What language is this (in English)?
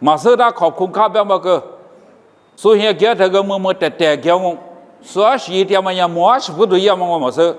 Lisu